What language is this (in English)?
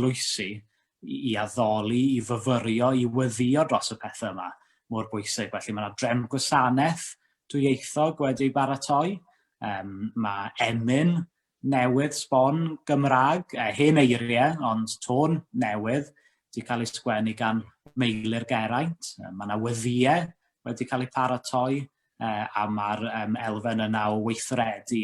Welsh